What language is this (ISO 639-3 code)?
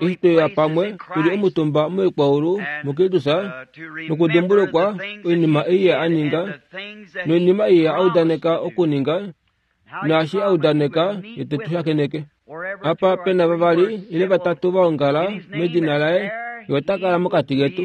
kua